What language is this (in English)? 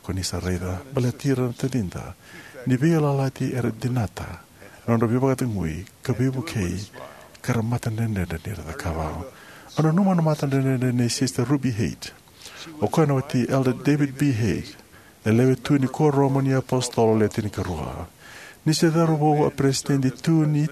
Fijian